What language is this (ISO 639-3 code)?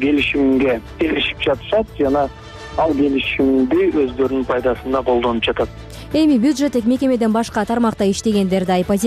kir